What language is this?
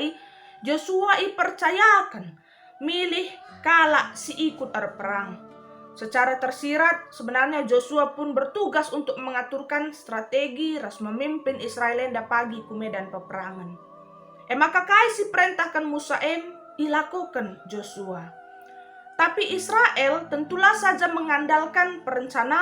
Batak Karo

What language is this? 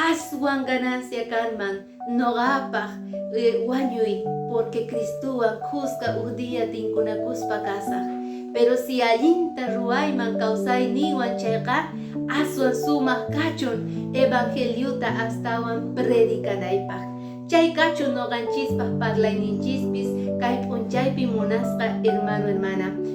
Quechua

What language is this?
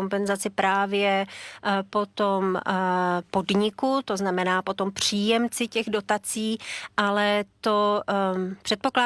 Czech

